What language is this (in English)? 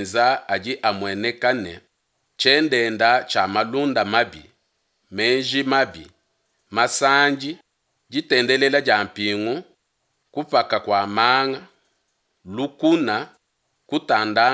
Luba-Lulua